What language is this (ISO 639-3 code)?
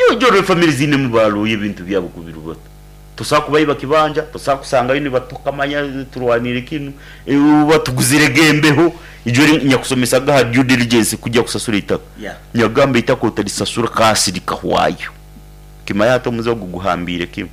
nyn